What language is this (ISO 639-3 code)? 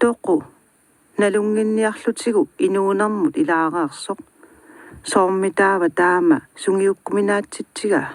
kal